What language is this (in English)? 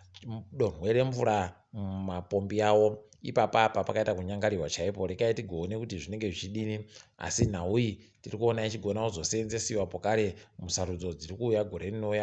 Ndau